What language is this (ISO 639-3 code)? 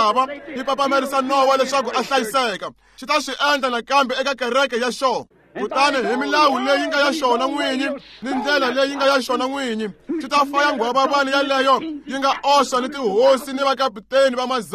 tso